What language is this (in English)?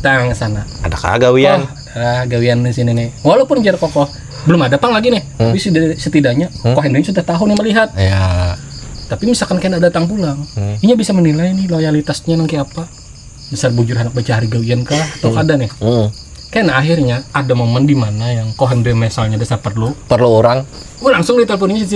Banjar